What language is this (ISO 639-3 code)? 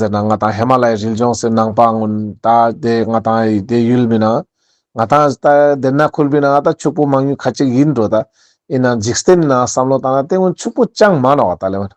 lbj